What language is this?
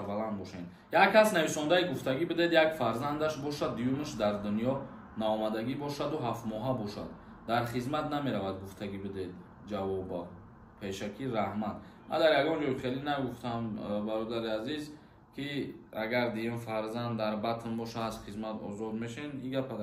Tajik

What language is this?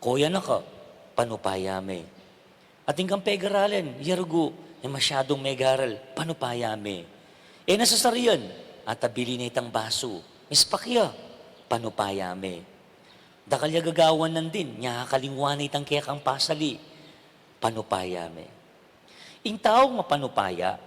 Pampanga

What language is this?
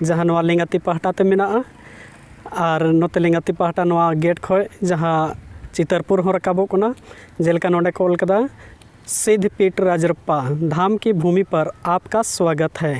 Santali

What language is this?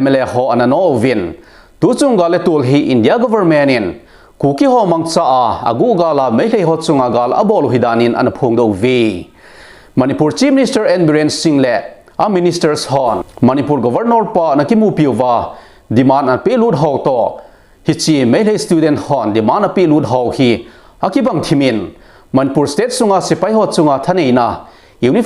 Thado Chin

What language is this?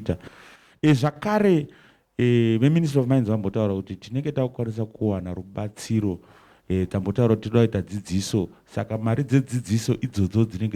Shona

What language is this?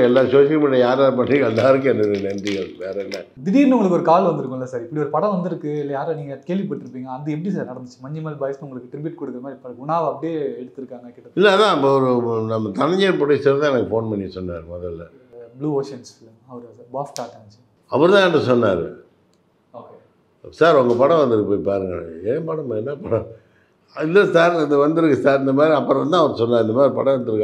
Tamil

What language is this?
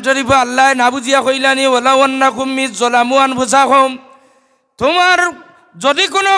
Sylheti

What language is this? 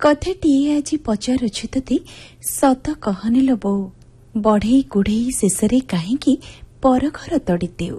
Odia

